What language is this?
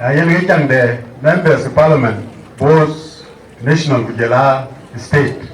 Dinka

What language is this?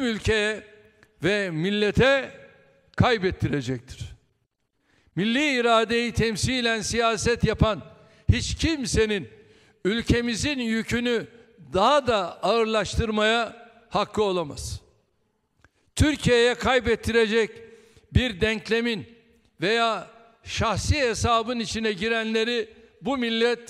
Turkish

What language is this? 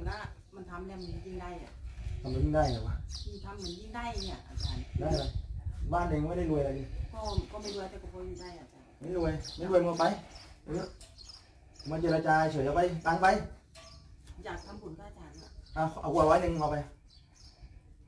Thai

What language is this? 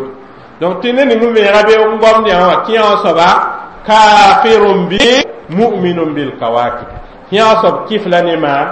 Mossi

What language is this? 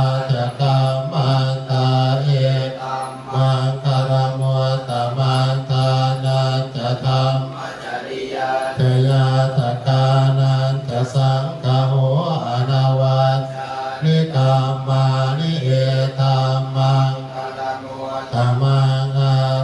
Pali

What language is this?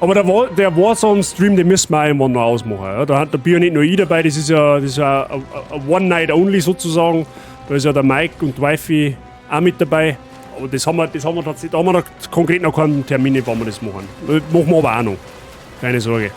Bavarian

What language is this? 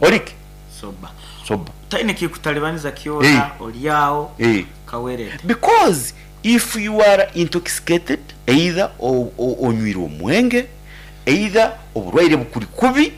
Nyoro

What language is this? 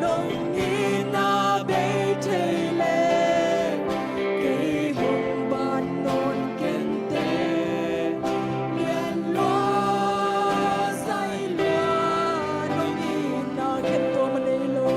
Tedim Chin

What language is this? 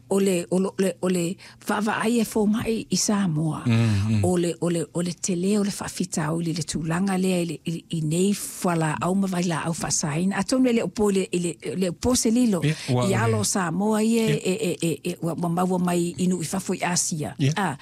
Samoan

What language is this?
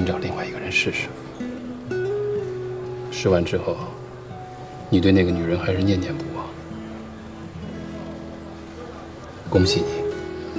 Chinese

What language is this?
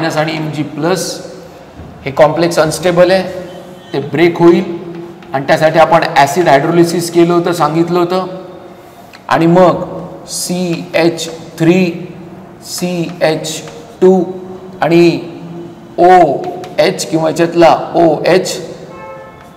Marathi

